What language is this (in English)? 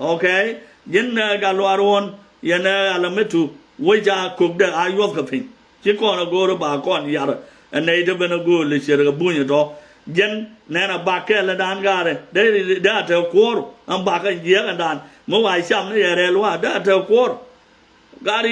Nuer